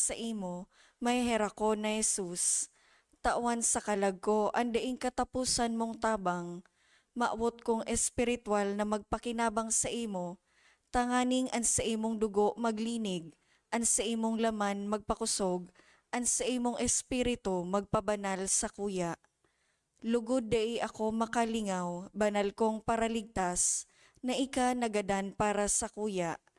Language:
Bikol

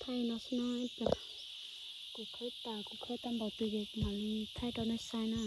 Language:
Hmong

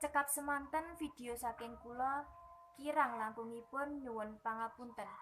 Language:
Javanese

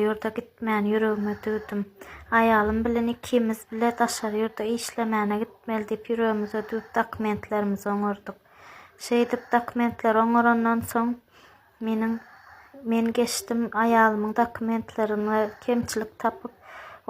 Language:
Turkmen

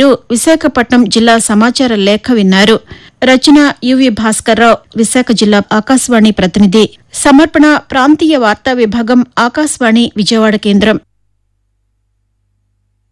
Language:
Telugu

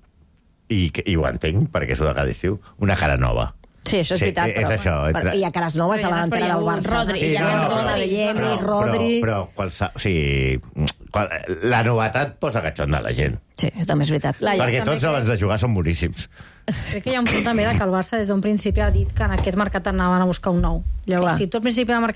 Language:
Catalan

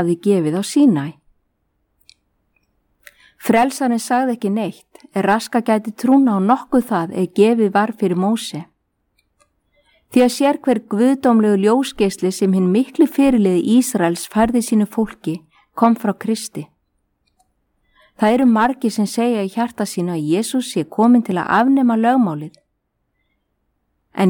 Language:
Icelandic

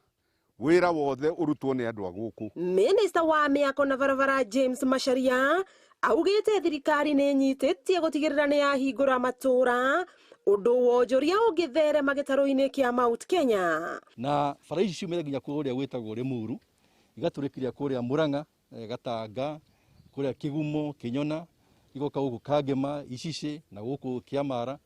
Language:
Kikuyu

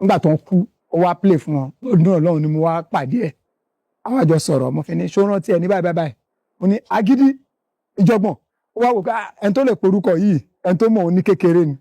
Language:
Yoruba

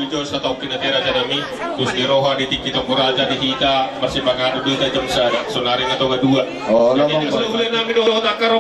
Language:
Batak Toba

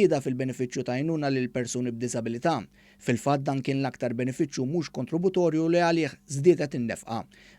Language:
Maltese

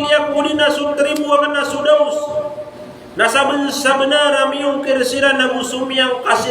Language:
Maranao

